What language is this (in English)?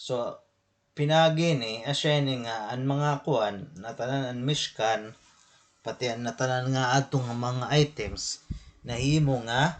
Waray